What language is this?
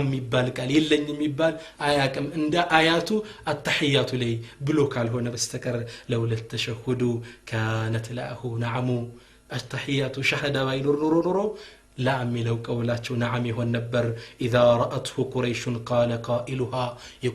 Amharic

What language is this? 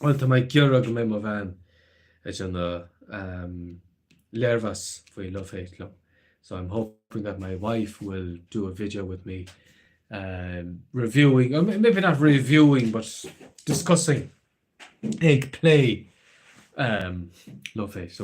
Irish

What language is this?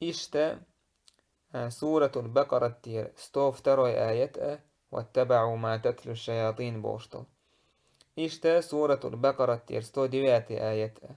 Chechen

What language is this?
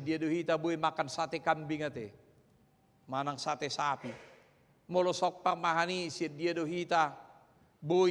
Batak Toba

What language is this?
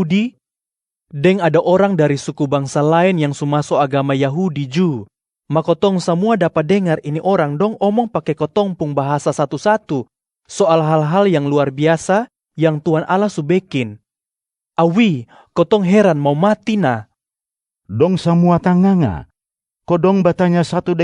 Kupang Malay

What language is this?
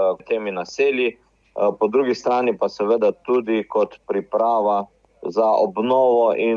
Slovenian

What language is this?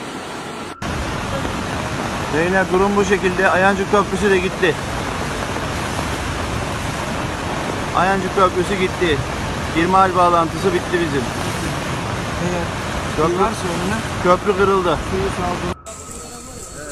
Turkish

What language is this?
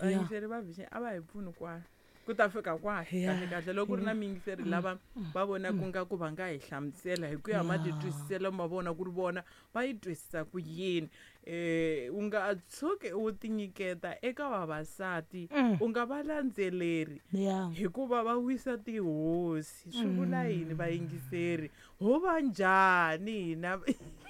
Tsonga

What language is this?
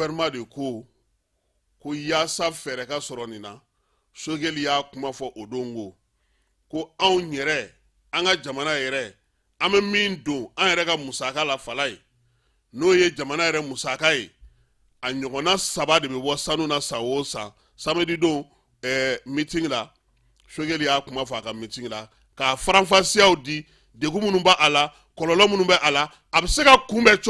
Bambara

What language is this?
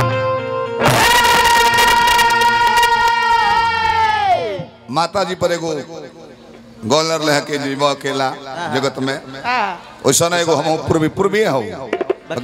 Bhojpuri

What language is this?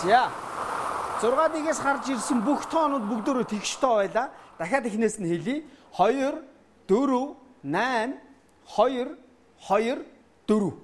Mongolian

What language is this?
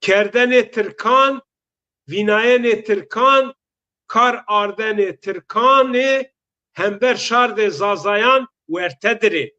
Zaza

